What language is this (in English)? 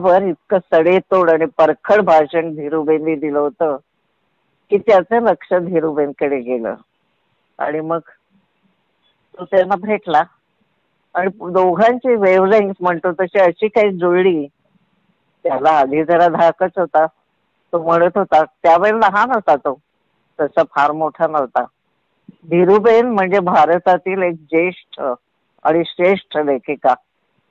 Marathi